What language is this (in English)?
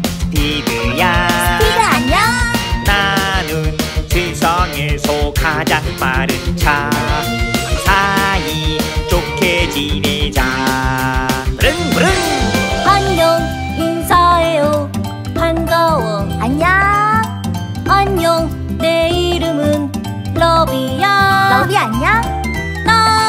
Korean